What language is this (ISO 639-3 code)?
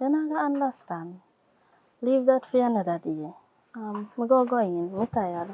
jam